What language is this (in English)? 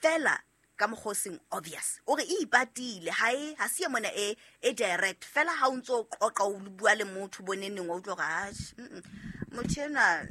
Southern Sotho